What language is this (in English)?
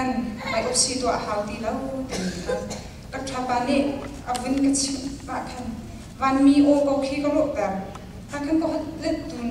Falam Chin